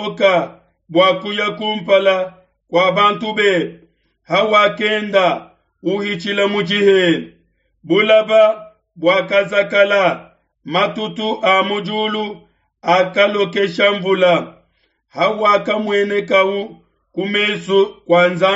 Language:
Luba-Lulua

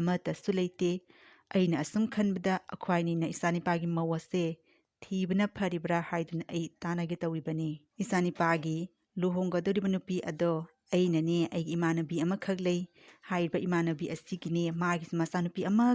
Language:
Manipuri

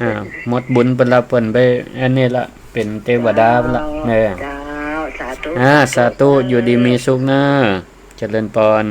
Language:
Northern Thai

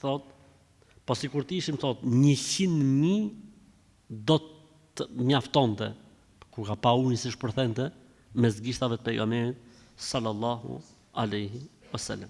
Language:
Albanian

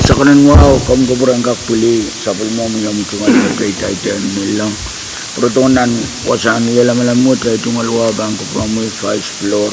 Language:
Pohnpeian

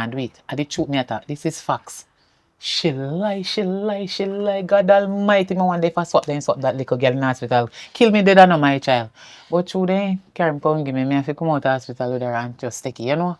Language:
Jamaican Creole English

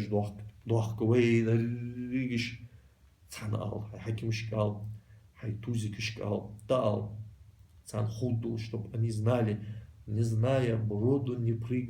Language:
Ingush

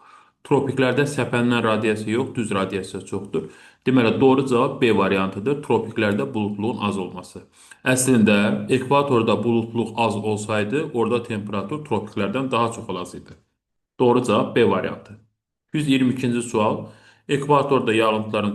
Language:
Azerbaijani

